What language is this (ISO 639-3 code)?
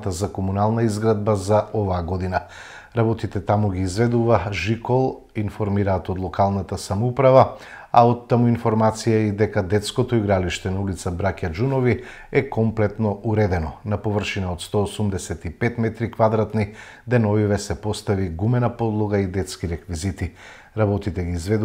mkd